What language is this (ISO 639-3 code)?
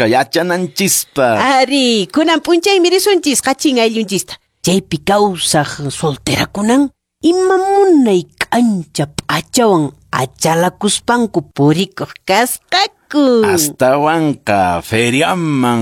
que